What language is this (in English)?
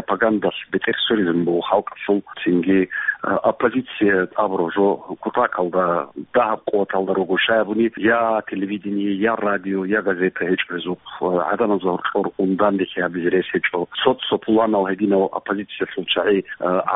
Avaric